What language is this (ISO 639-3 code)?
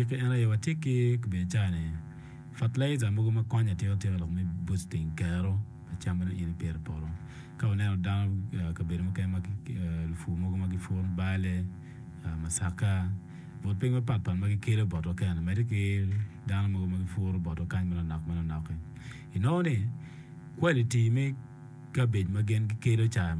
ach